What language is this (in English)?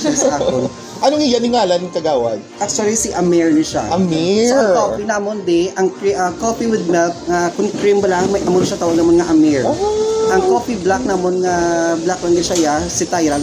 Hiligaynon